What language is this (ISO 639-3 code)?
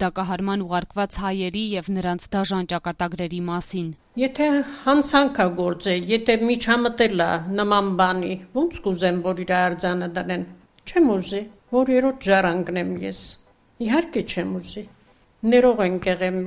hye